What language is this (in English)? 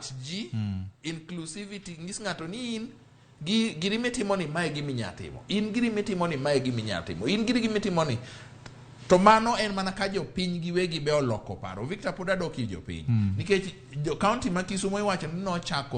Luo (Kenya and Tanzania)